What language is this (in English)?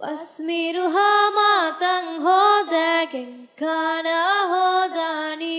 Divehi